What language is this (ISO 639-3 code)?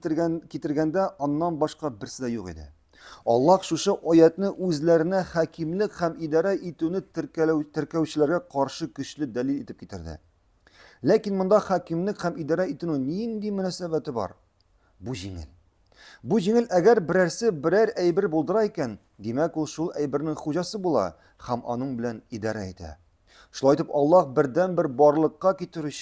tat